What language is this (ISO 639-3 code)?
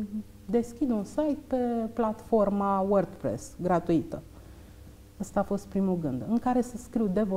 ron